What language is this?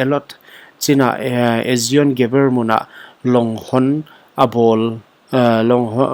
Paite Chin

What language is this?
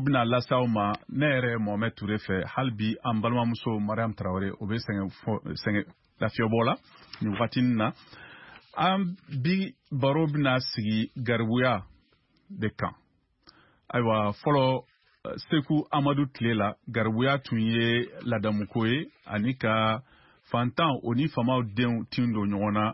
Bambara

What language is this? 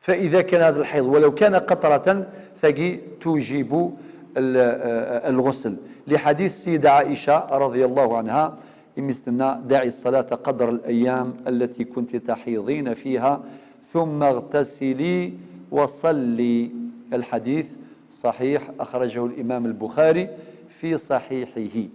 Algerian Arabic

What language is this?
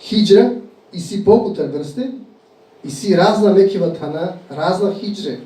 Balkan Romani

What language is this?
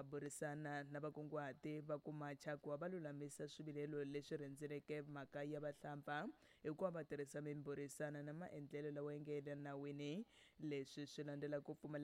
Tsonga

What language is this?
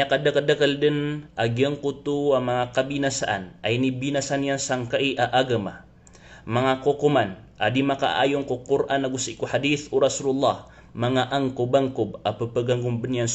Maranao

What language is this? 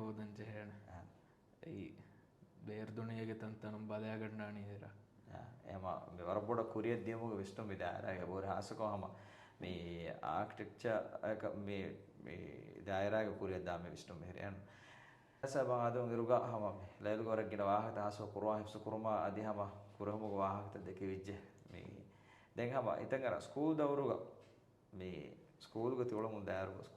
Divehi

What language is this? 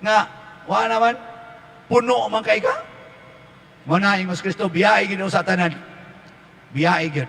Cebuano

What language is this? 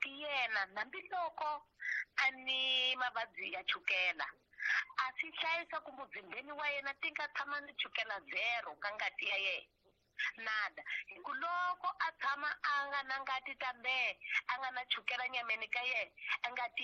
Tsonga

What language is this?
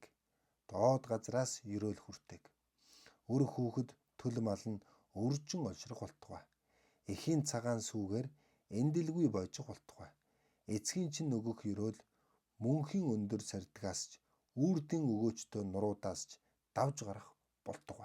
Mongolian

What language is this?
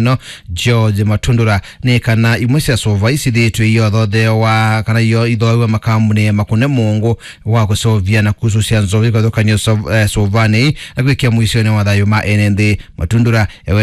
Kamba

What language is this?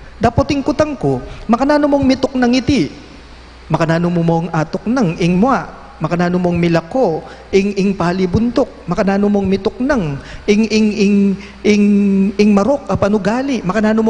Pampanga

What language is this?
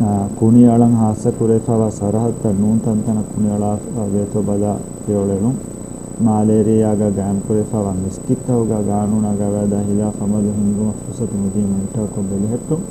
Divehi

